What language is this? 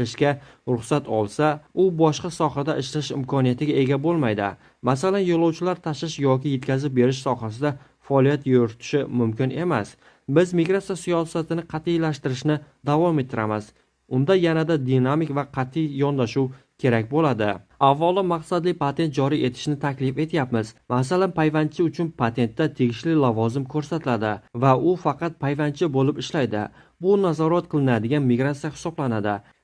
Uzbek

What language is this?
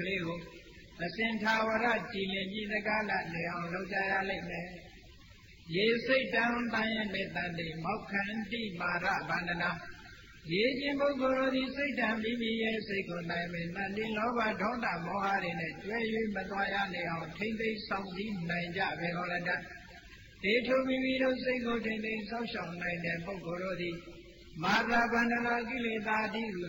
Burmese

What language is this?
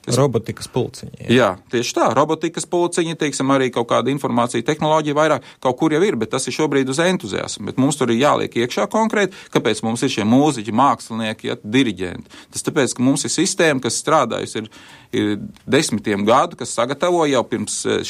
Latvian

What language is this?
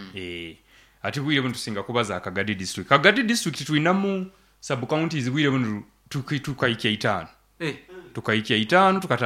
Nyoro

